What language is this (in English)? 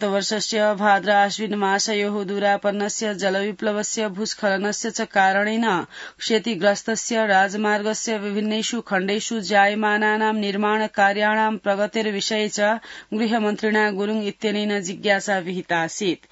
Sanskrit